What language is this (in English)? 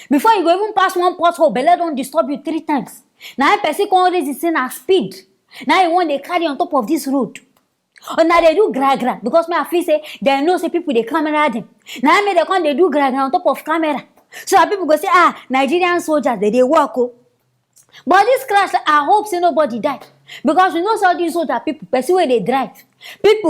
Nigerian Pidgin